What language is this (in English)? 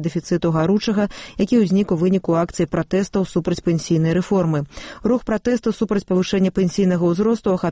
Belarusian